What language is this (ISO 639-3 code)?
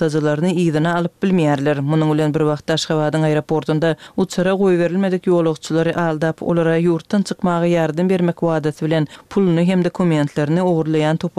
tuk